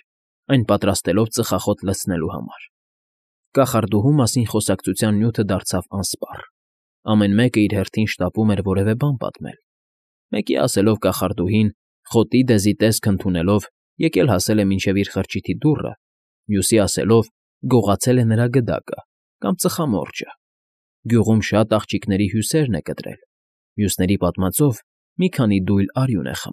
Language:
Armenian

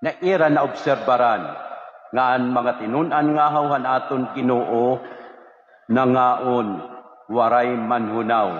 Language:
Waray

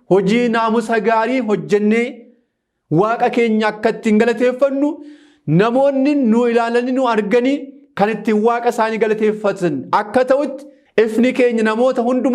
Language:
Oromo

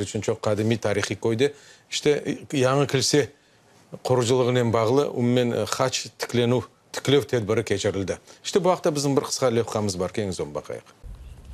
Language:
Crimean Tatar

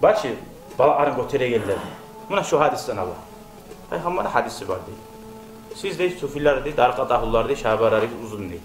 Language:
Kumyk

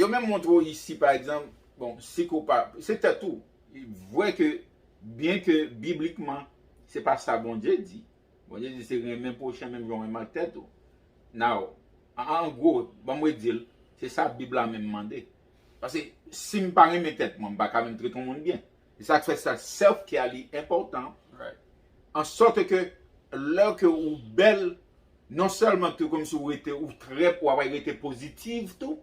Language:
Haitian Creole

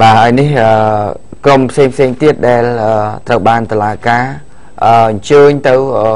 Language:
Khmer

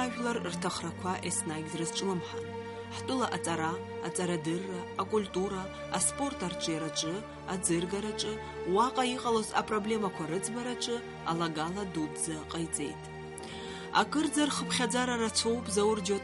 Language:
Abkhazian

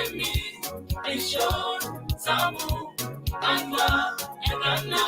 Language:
Masai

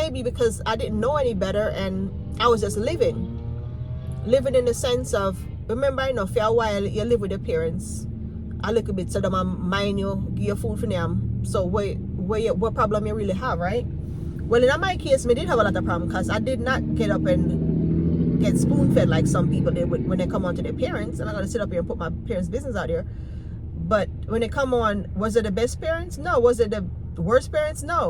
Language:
Jamaican Creole English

